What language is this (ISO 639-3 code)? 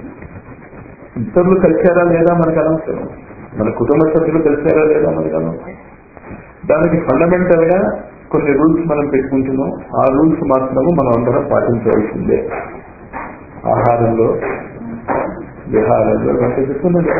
tel